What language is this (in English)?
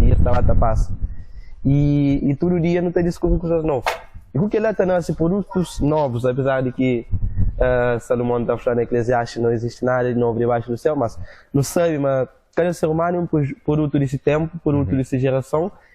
Kabuverdianu